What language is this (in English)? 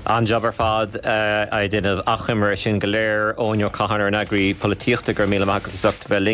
Irish